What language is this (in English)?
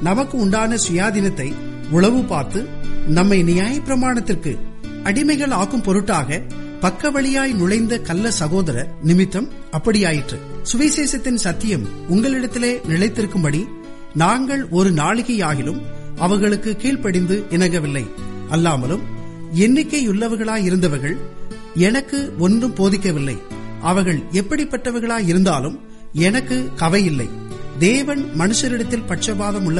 Tamil